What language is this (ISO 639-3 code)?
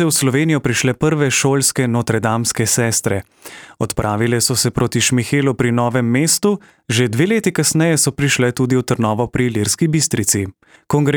slv